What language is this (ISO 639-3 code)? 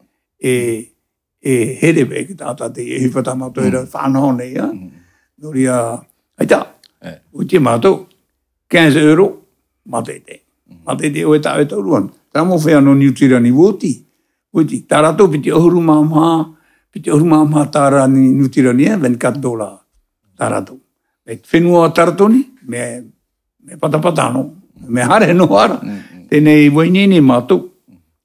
tah